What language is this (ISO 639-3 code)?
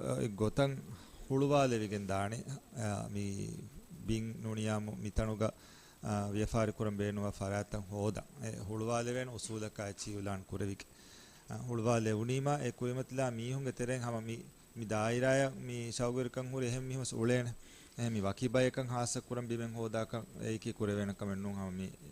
div